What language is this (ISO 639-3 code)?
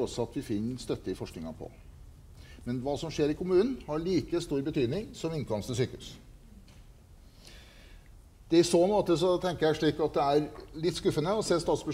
nor